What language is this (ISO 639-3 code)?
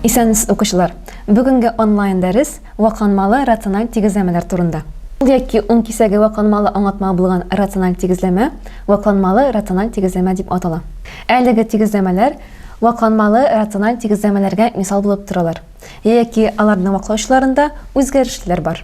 tat